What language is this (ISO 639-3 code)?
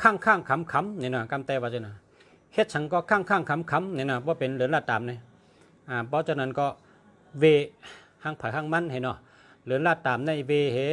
shn